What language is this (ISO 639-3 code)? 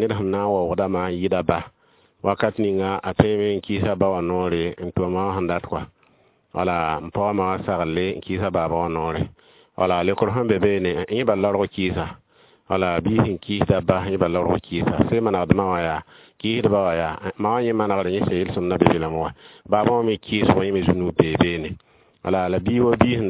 mos